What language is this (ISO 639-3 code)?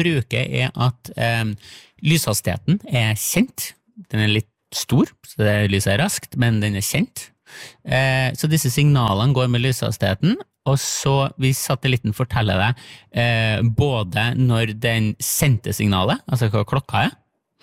nor